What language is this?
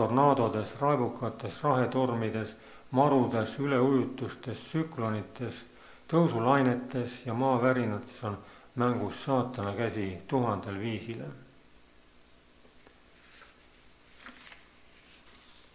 Estonian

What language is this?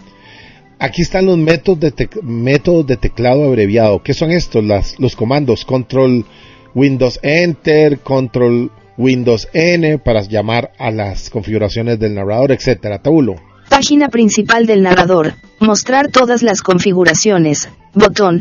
Spanish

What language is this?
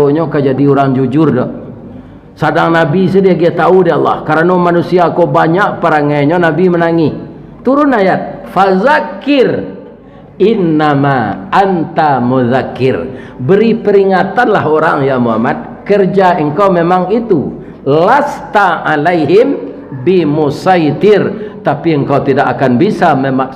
Minangkabau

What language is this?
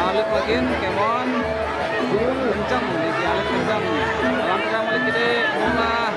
Balinese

